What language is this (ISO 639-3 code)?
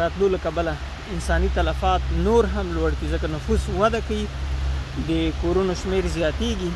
pus